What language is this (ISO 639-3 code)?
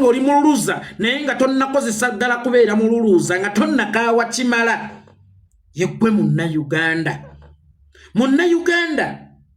lug